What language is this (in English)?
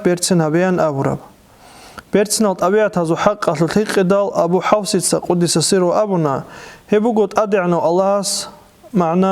Avaric